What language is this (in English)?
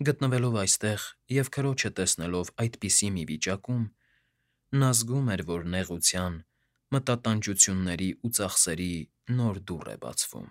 Armenian